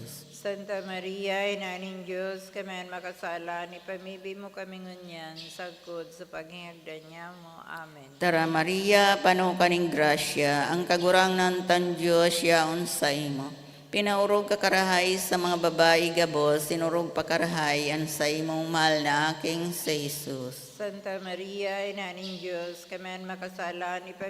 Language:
Bikol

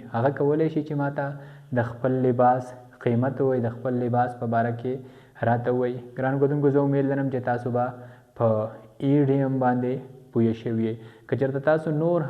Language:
Pashto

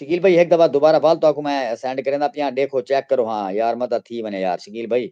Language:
Saraiki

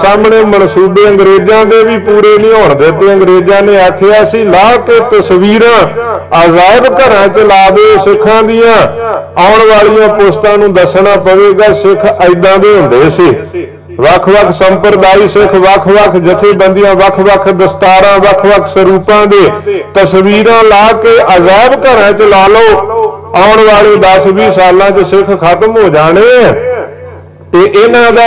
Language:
Punjabi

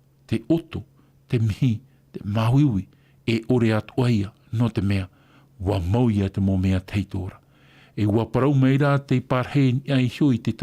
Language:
Tahitian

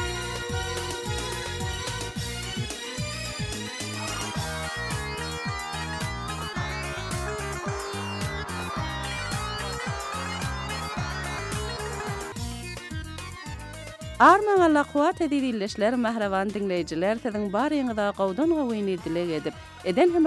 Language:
Turkish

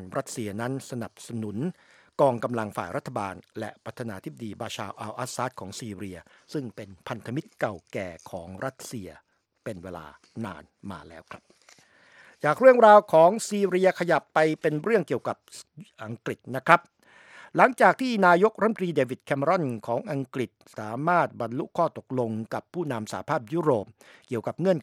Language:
Thai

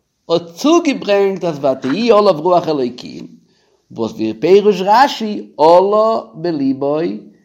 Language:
Yiddish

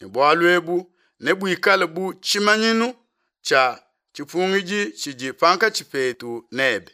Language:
Luba-Lulua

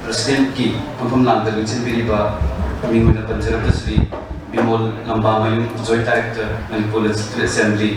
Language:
Manipuri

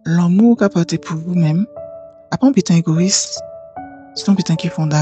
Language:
Guadeloupean Creole French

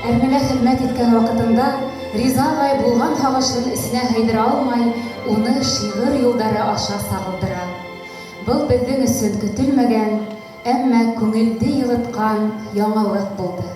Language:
Bashkir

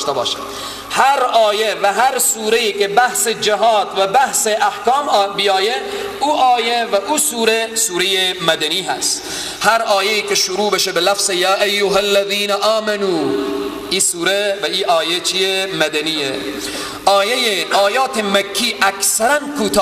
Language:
Persian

